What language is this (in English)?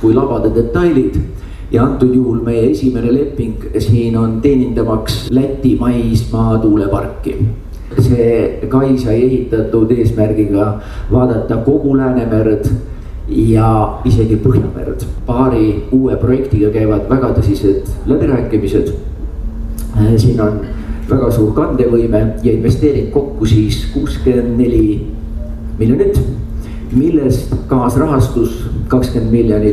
Estonian